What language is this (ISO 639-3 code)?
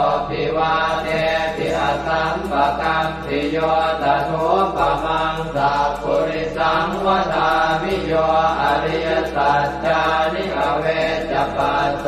pli